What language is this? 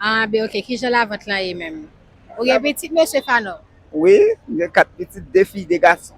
Haitian Creole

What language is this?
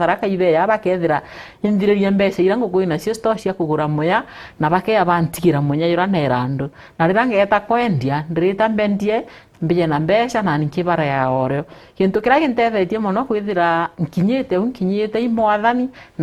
Meru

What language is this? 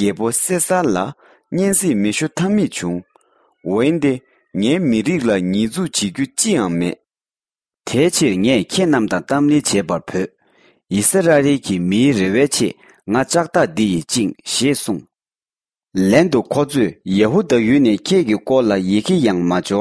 Tibetan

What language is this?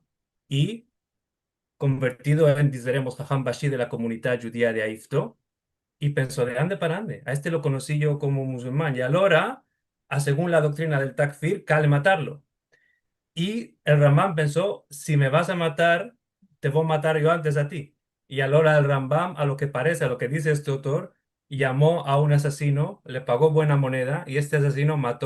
Ladino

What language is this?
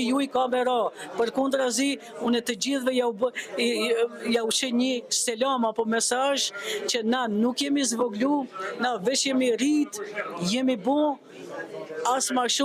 Albanian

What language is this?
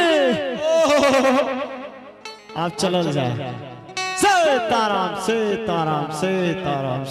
Angika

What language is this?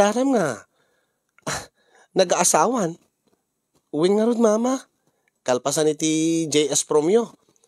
Iloko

